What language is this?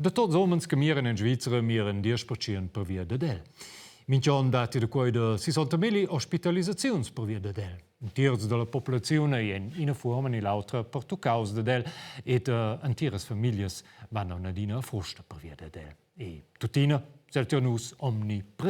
Romansh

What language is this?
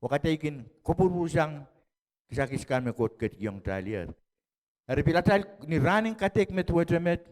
Pohnpeian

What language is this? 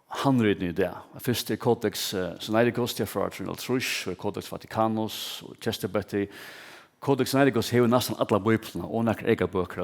Faroese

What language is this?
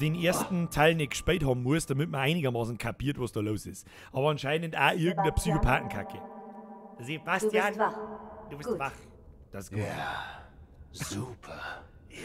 Bavarian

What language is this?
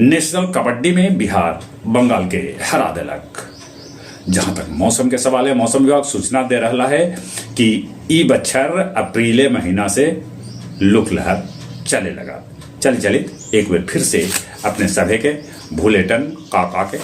Magahi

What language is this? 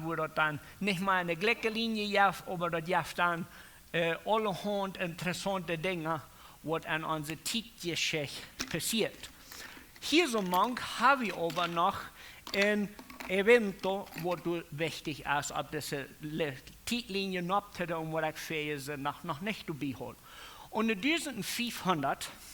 Plautdietsch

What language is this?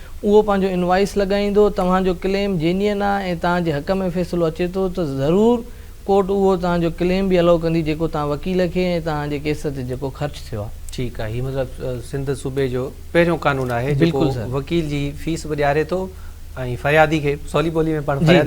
Sindhi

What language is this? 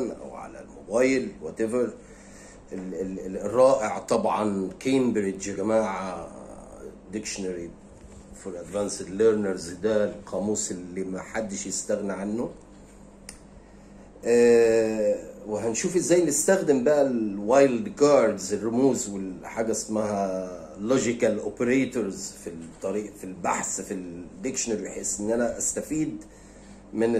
Egyptian Arabic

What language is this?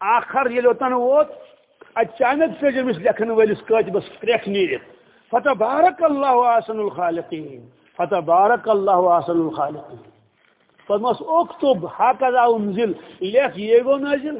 Kashmiri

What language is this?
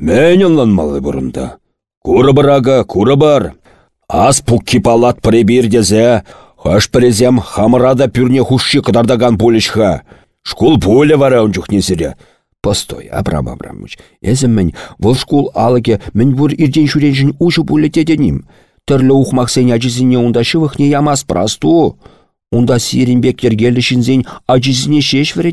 Chuvash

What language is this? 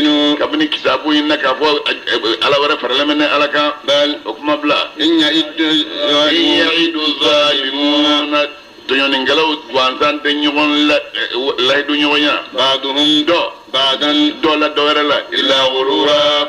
Bambara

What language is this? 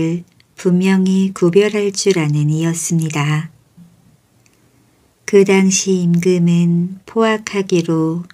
Korean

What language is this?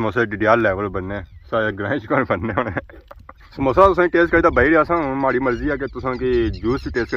Pahari-Potwari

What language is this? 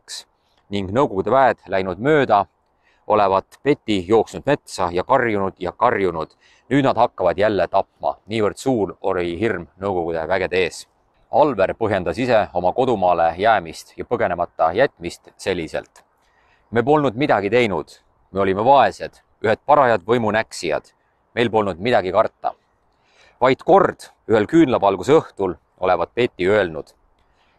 Estonian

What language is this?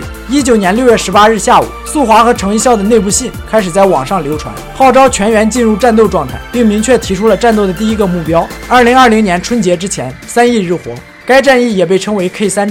Chinese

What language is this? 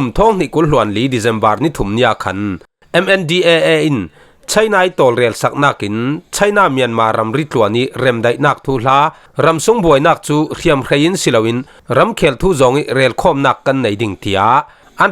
Falam Chin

